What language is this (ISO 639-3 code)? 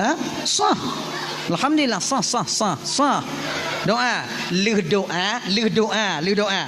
ace